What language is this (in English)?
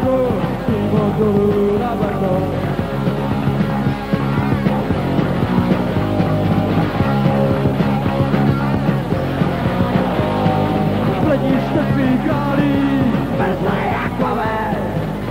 Czech